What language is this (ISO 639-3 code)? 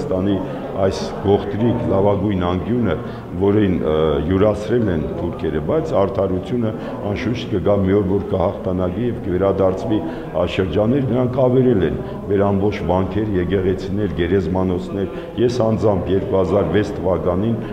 hyw